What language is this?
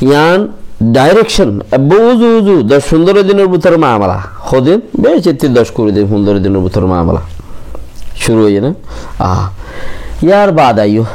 Rohingya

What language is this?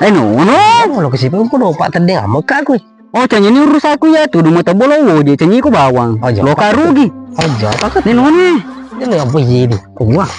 Buginese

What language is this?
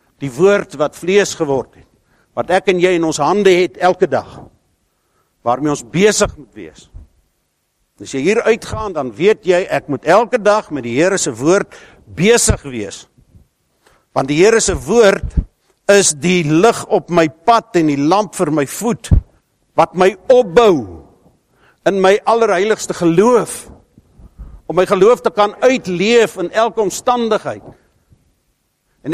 Afrikaans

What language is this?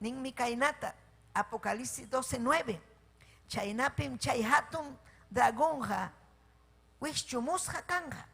Ayacucho Quechua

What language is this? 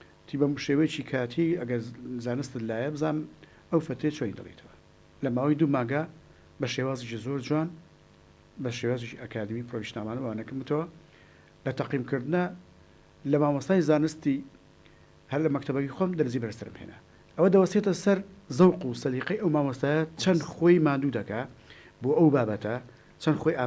Central Kurdish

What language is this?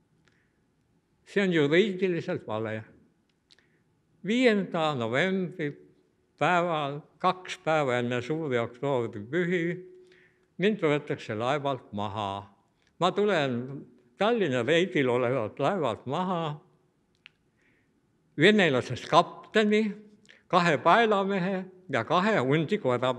Estonian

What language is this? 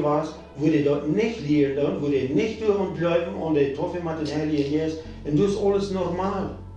Plautdietsch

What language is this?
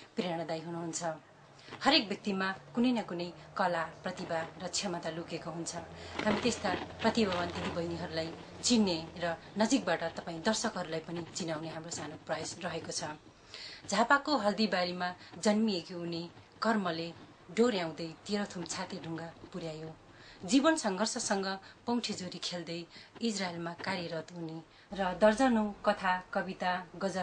Nepali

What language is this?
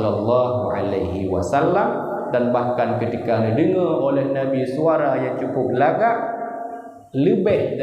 Achinese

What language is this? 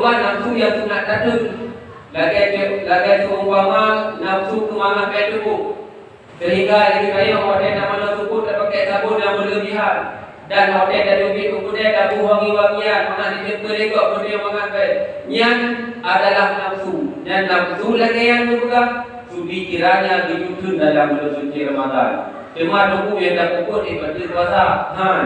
Achinese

